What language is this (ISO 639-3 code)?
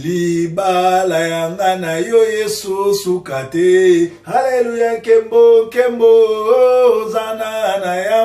lin